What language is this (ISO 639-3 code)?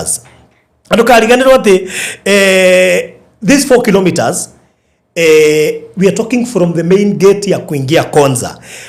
kik